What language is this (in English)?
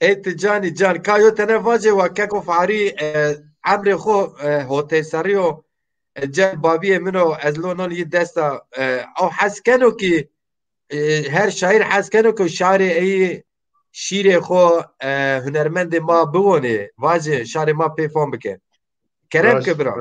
Zaza